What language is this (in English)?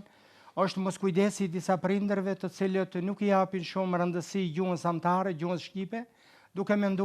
Albanian